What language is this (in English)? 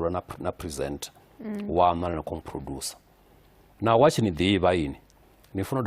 Venda